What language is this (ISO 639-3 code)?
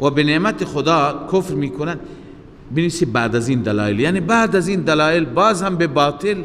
fas